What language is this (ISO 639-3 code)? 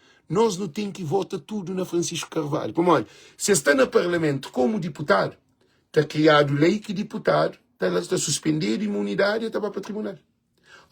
kea